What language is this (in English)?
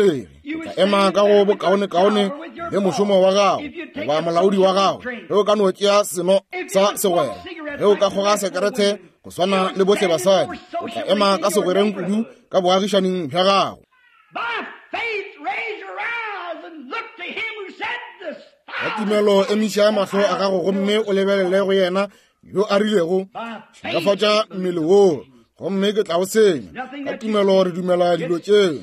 Northern Sotho